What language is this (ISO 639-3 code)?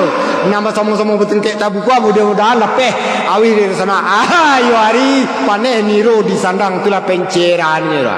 min